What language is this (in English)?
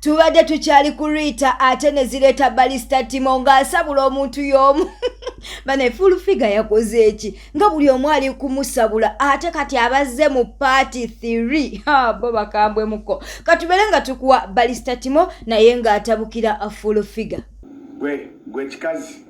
Ganda